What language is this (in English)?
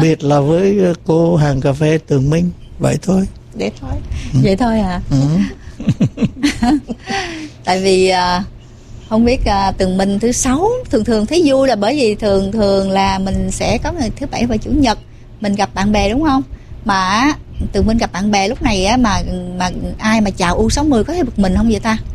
Vietnamese